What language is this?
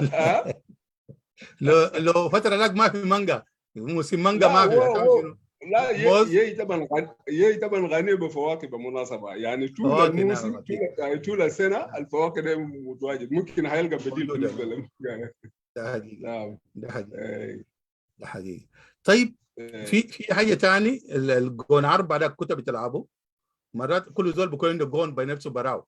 Sudanese Arabic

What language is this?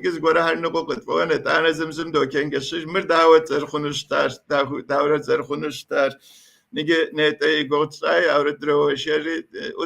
Kabardian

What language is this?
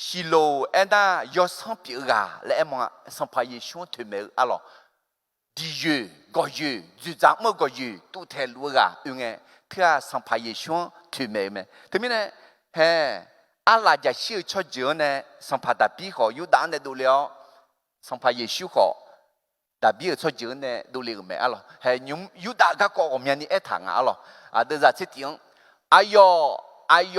Akha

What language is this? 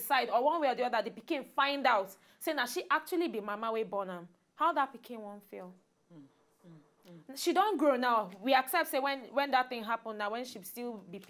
Nigerian Pidgin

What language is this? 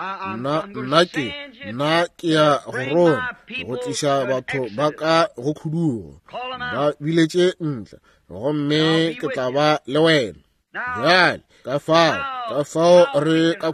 Northern Sotho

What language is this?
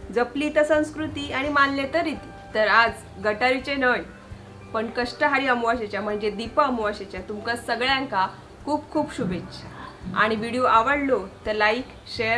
Konkani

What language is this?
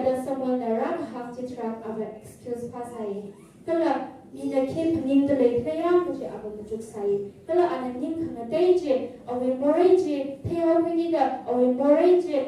Tangkhul Naga (India)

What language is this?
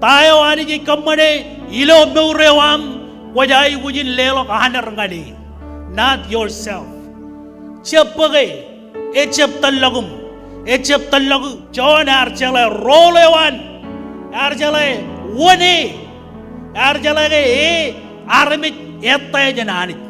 Marshallese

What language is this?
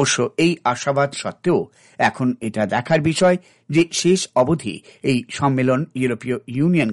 Bangla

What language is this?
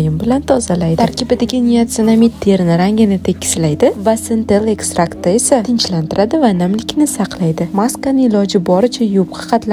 Uzbek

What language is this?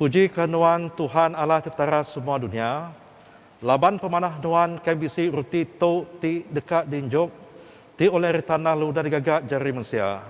Iban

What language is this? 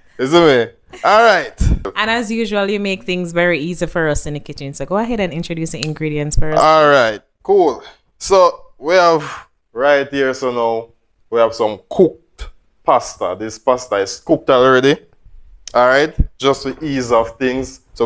Jamaican Creole English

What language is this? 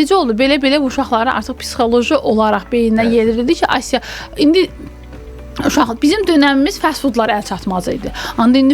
Azerbaijani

